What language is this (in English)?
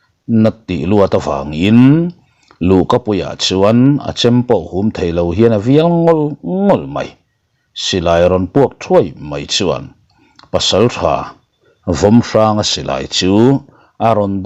Mizo